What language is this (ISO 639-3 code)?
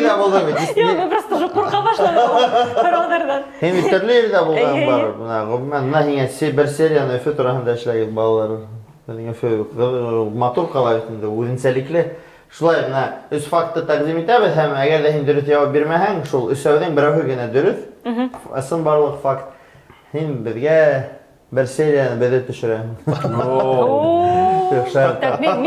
bak